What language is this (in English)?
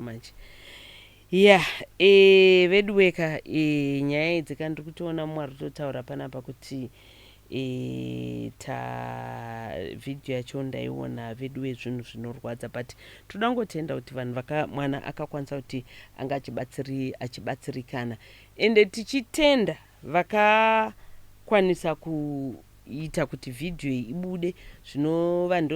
Shona